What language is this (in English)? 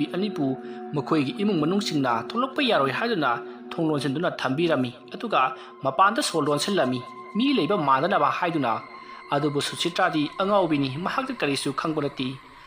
Manipuri